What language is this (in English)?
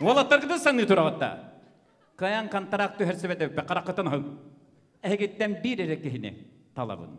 Yakut